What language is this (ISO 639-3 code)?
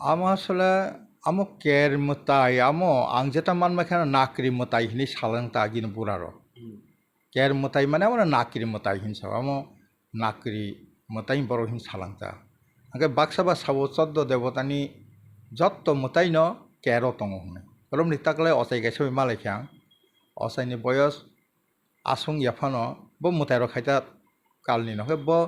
trp